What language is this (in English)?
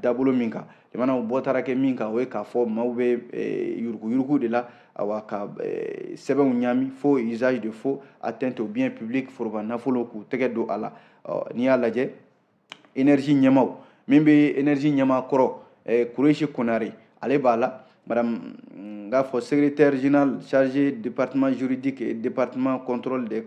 Bambara